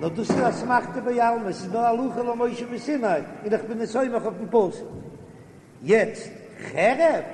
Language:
Yiddish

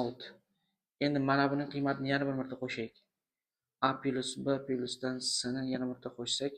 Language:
Uzbek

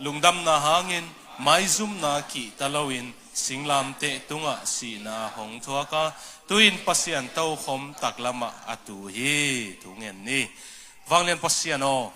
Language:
Tedim Chin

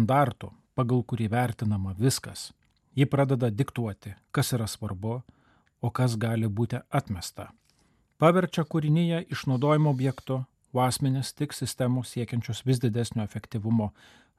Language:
Lithuanian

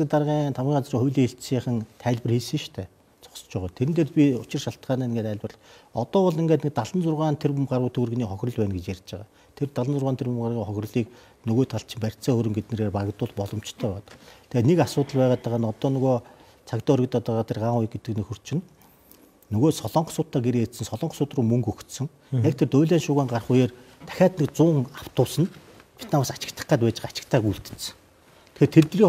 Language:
Mongolian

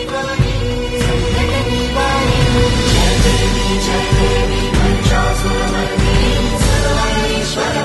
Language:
Marathi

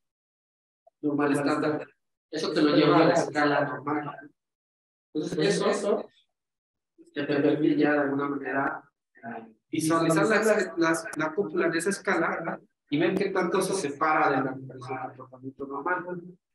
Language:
Spanish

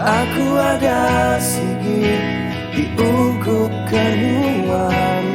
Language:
Iban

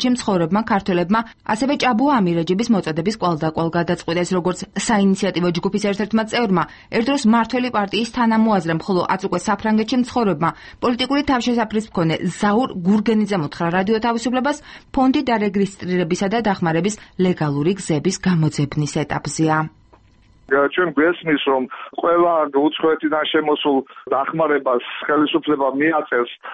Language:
Georgian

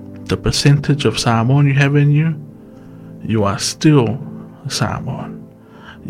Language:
Samoan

